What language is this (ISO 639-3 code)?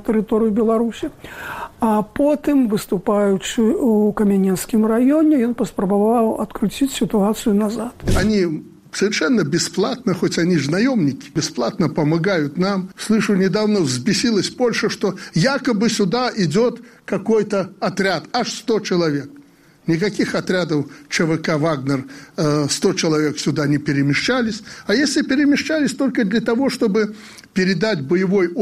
bel